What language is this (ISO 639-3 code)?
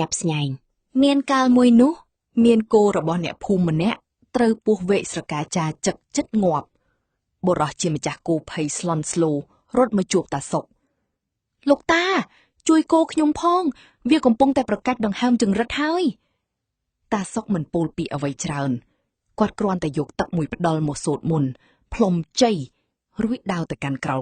khm